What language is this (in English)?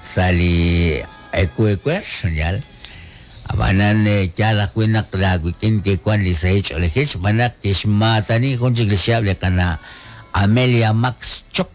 Kekchí